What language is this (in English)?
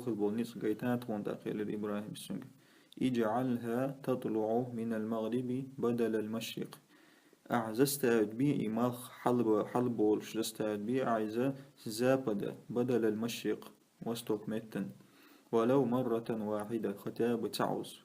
Chechen